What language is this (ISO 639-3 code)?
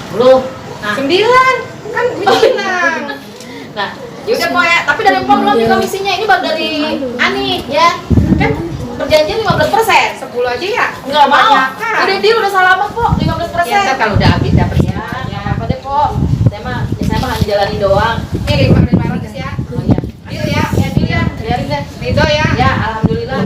bew